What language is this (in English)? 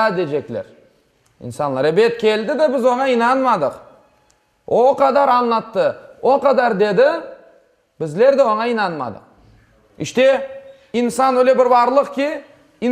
Crimean Tatar